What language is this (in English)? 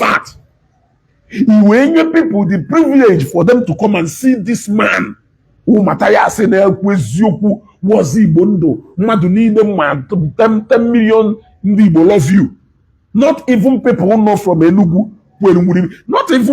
Igbo